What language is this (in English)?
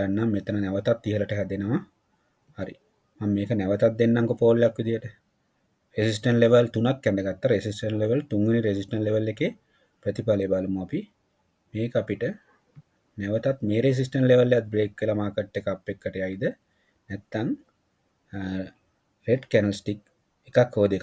Sinhala